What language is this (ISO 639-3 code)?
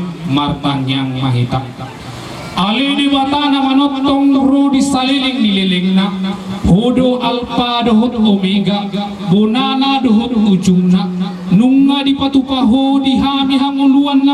bbc